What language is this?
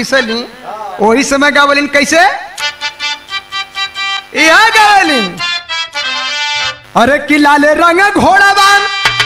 Bhojpuri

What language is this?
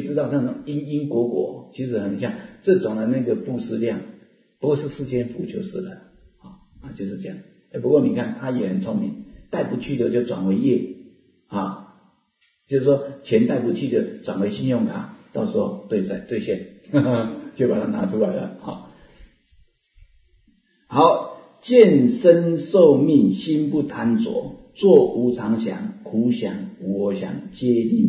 Chinese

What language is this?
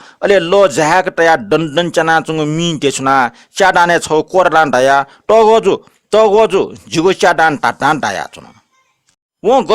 Newari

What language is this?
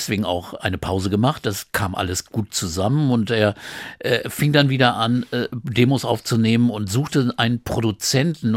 German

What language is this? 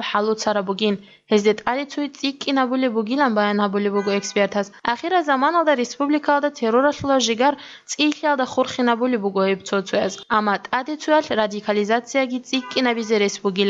Avaric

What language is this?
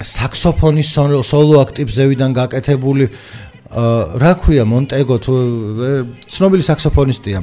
Georgian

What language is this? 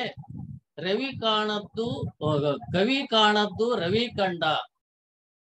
Kannada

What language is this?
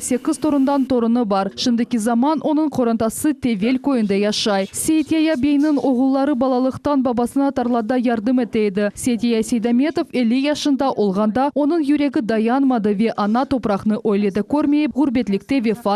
Crimean Tatar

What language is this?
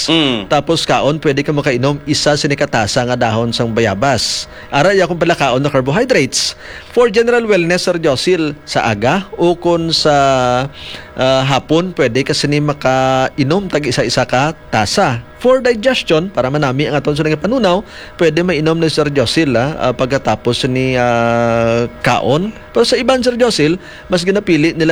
Hiligaynon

